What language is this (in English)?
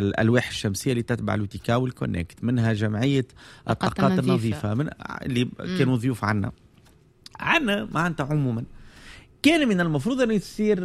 Tunisian Arabic